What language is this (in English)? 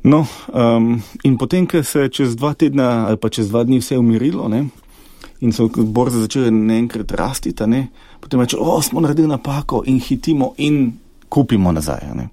Slovenian